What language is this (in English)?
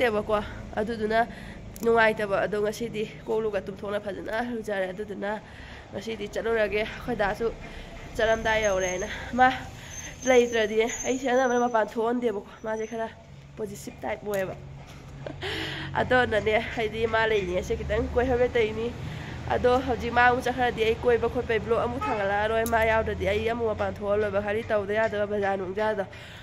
Manipuri